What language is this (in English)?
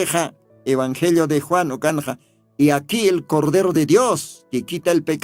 Aymara